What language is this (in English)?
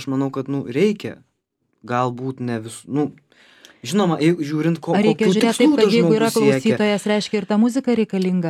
Lithuanian